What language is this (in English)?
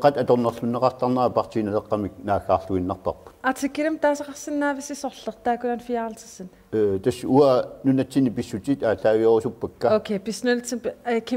Kalaallisut